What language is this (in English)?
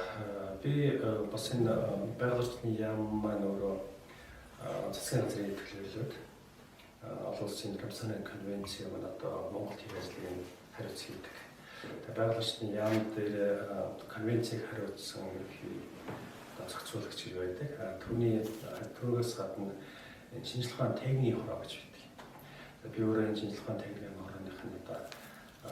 Mongolian